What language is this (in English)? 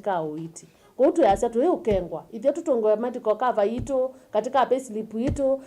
Kamba